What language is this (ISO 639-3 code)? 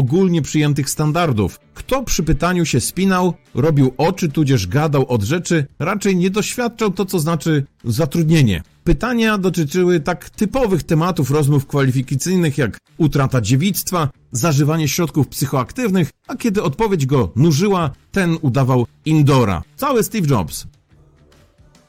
pol